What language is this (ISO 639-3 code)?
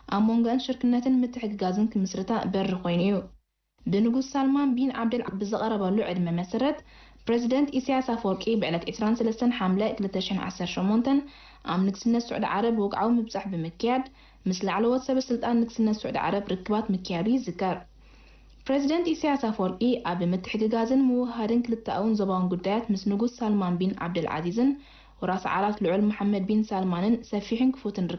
tir